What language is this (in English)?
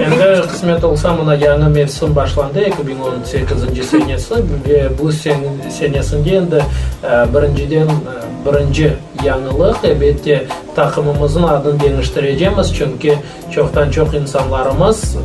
Crimean Tatar